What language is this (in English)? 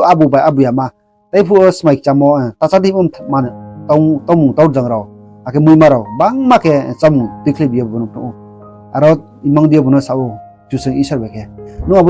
Riang (India)